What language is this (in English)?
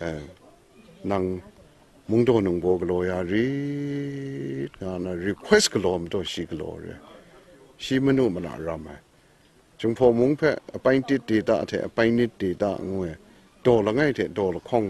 Kachin